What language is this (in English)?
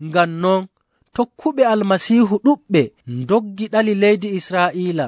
Nigerian Fulfulde